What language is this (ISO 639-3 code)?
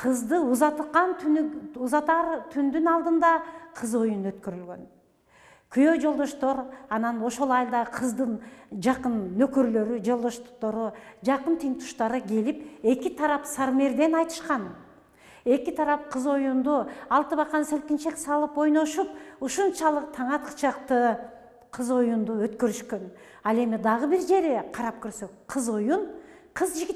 kir